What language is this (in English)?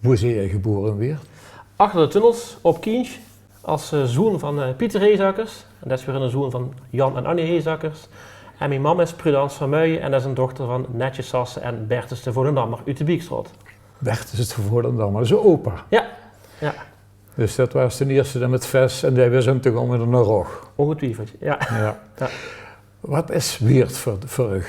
Limburgish